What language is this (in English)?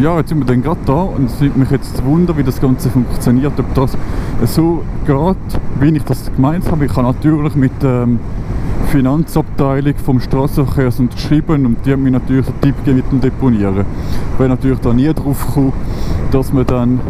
Swiss German